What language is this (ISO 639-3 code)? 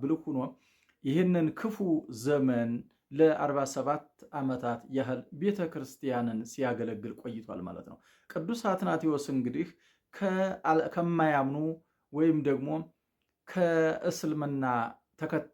amh